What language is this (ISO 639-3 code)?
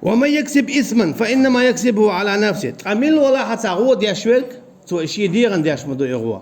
che